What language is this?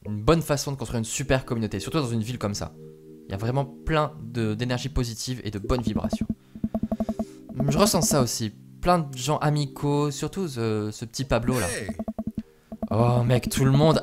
French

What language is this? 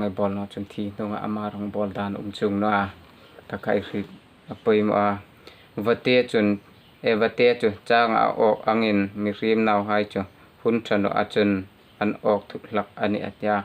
Hmar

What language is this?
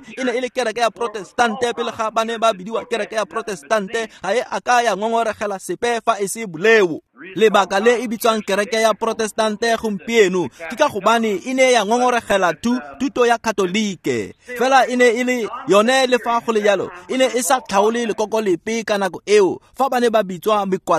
Tswana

